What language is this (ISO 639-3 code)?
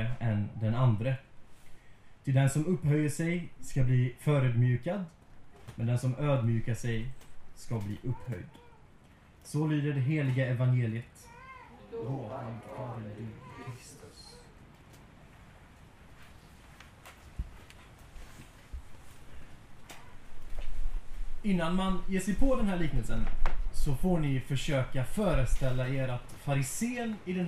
swe